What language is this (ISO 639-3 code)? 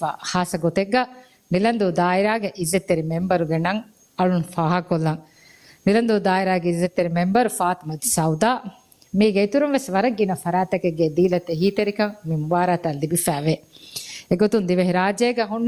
div